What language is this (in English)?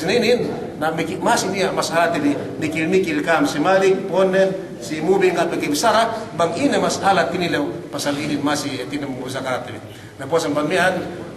Yakan